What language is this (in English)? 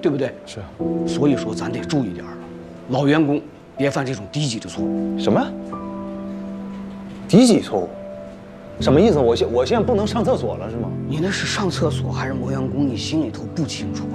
Chinese